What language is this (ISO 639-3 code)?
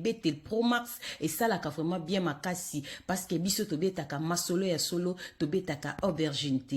lin